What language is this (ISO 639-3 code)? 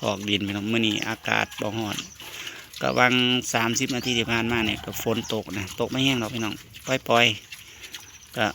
tts